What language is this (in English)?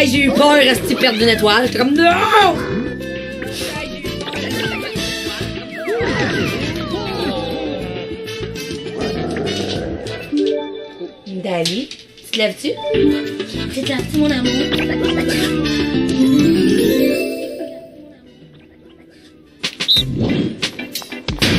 French